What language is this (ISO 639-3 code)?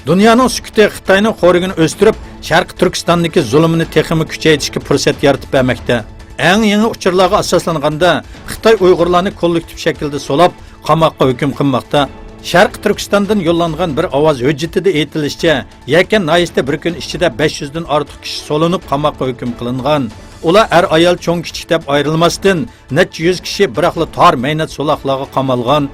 uig